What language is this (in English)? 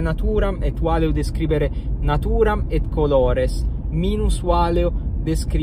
Latin